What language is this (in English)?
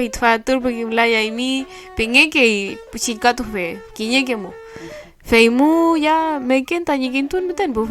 Mapuche